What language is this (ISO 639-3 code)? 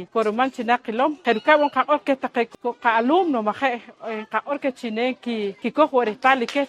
poh